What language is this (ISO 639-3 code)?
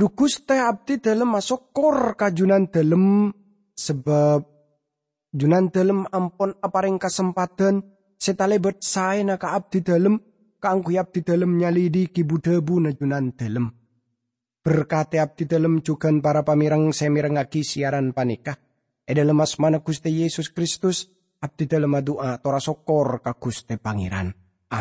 mad